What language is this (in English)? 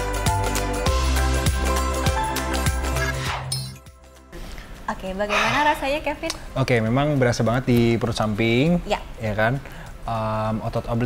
Indonesian